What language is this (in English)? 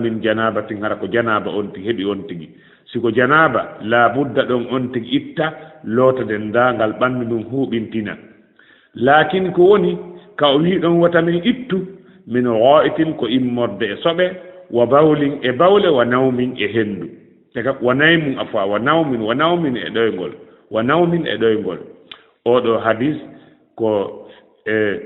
Fula